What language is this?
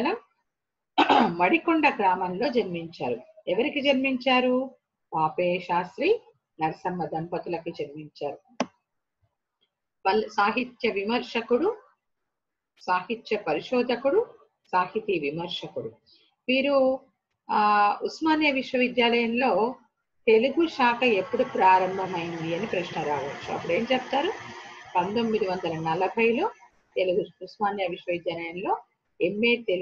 Telugu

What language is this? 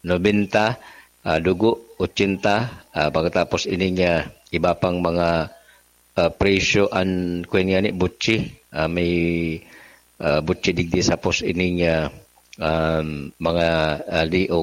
Bikol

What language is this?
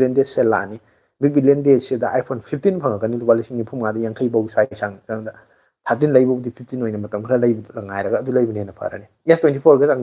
Manipuri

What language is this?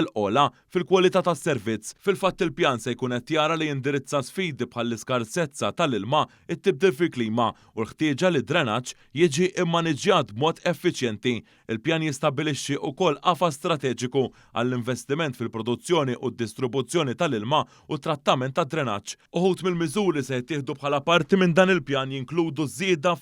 Maltese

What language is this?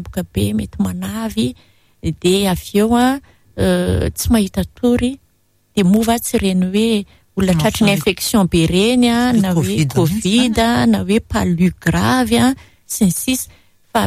Malagasy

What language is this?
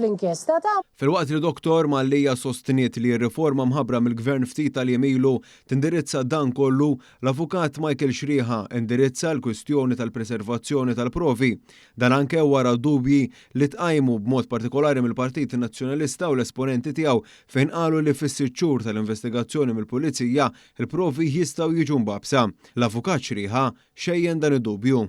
Maltese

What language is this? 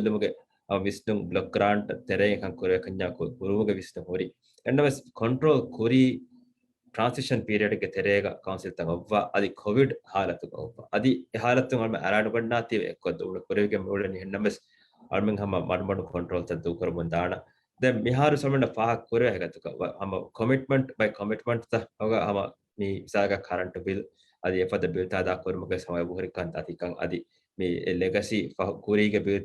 Divehi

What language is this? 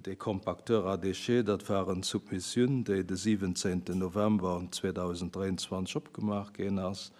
Luxembourgish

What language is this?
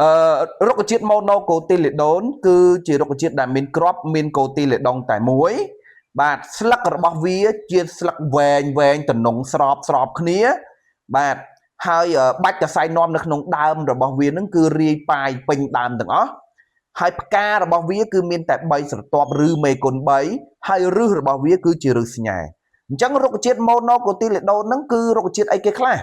Khmer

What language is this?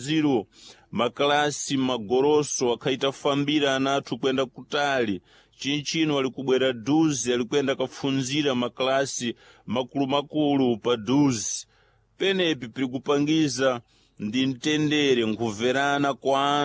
Sena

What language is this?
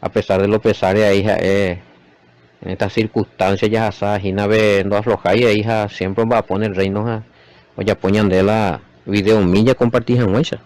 Guarani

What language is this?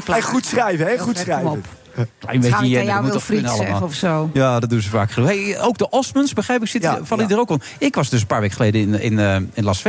Dutch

